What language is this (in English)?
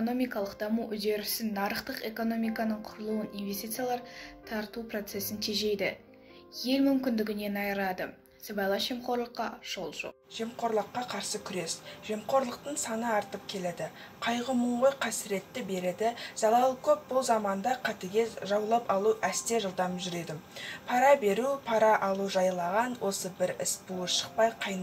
Kazakh